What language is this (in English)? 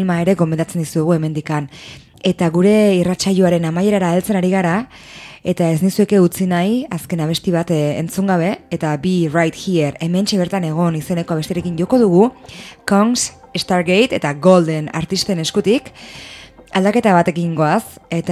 Basque